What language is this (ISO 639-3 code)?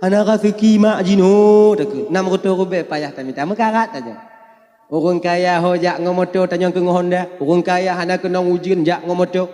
ace